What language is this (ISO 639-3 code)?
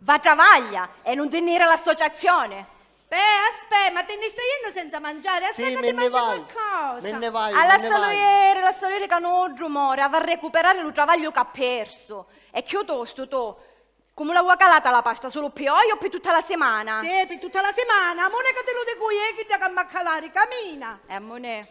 scn